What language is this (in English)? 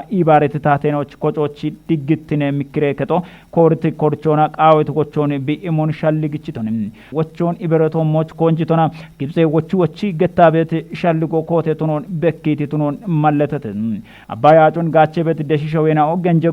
Kafa